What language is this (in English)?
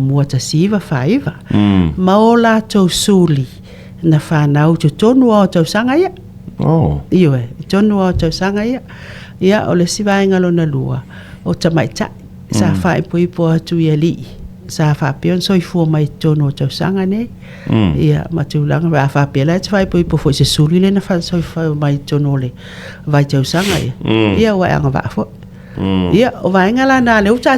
Samoan